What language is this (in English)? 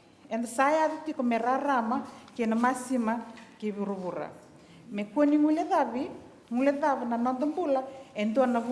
Fijian